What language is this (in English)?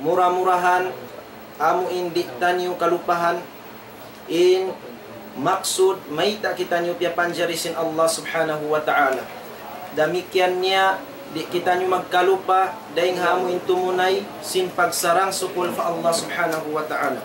Tausug